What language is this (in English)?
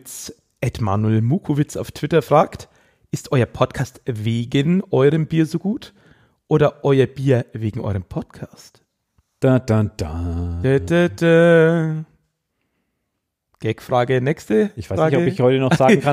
German